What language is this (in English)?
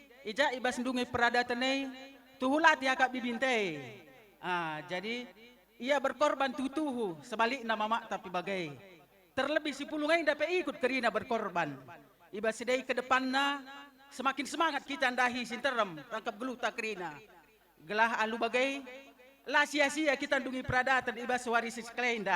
Batak Karo